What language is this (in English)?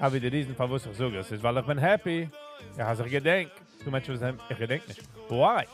Yiddish